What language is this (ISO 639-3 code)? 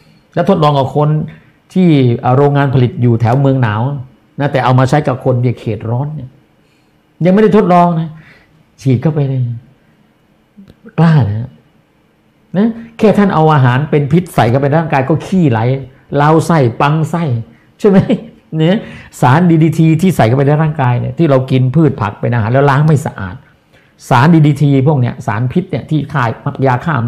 tha